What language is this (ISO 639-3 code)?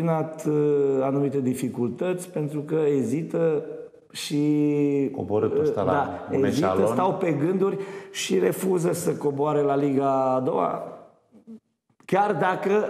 ron